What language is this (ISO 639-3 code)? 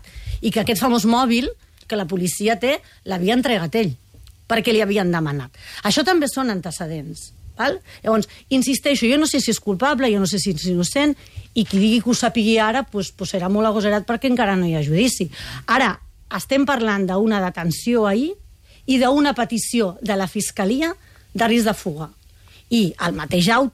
cat